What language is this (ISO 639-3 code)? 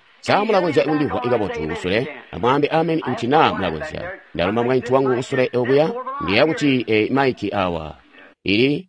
toi